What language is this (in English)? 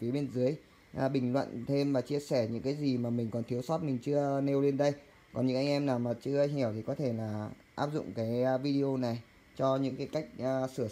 Vietnamese